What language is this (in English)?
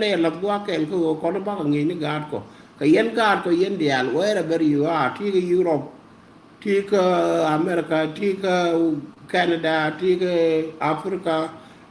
Nuer